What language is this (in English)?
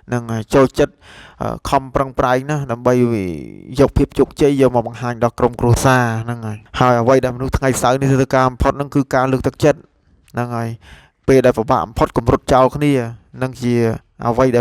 Khmer